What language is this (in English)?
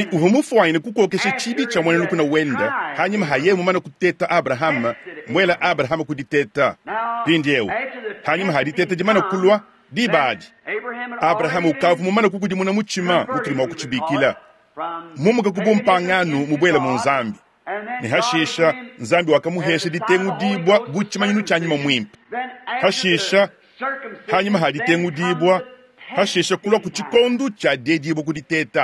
Luba-Lulua